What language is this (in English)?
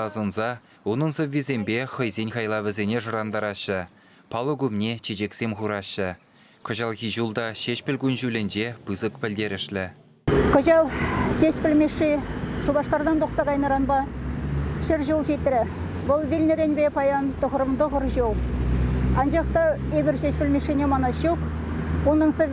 Chuvash